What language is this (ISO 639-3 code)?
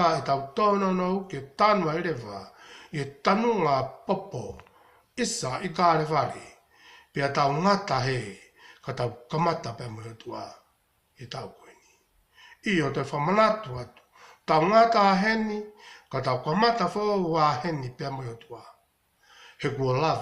ton